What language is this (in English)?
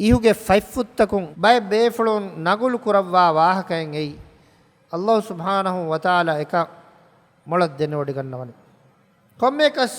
Divehi